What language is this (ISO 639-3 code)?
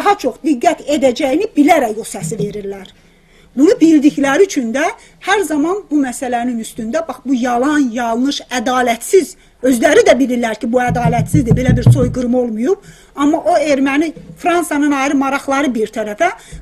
azb